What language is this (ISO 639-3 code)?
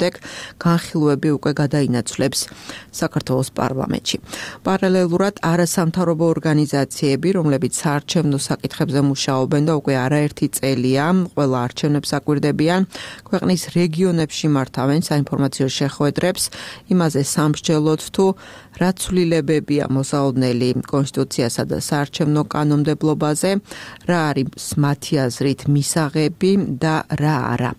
kat